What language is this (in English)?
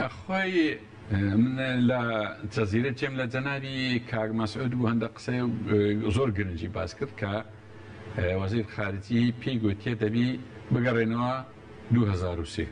Central Kurdish